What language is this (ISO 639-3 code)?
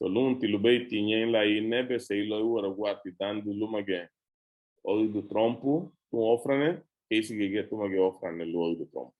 cab